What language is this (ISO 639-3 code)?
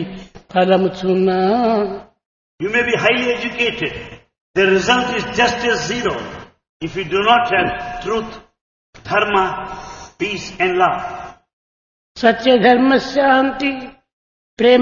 tel